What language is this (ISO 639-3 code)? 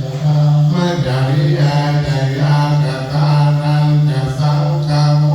pli